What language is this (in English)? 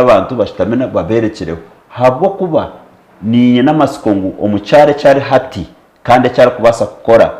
Nyankole